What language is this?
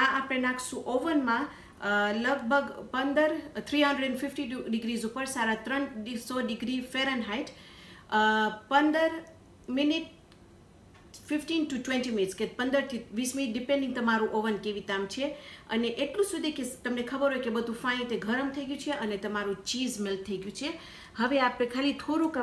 Gujarati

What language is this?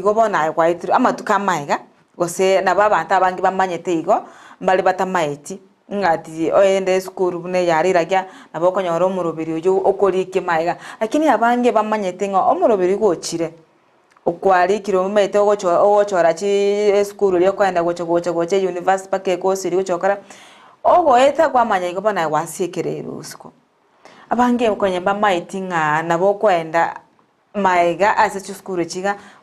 Gusii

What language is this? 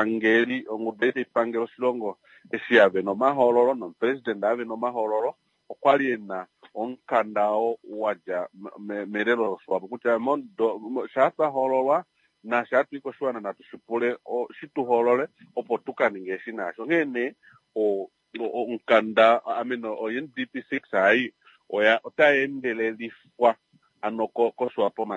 Kuanyama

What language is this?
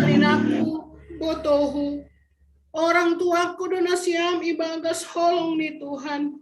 Batak Simalungun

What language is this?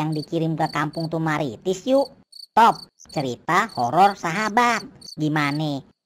Betawi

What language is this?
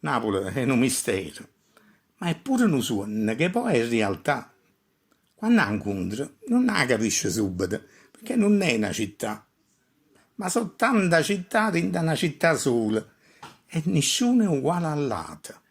Neapolitan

